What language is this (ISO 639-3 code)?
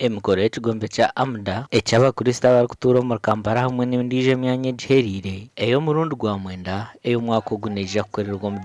nyn